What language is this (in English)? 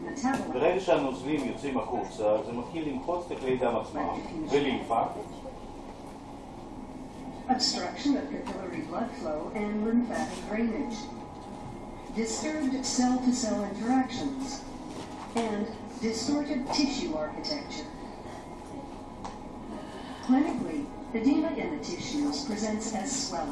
Hebrew